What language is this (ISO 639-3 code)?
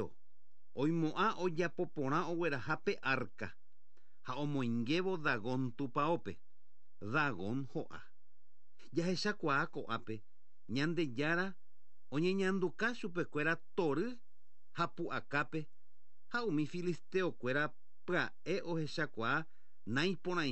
grn